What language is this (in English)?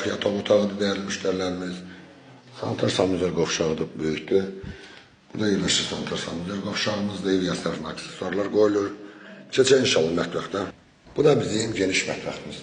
Azerbaijani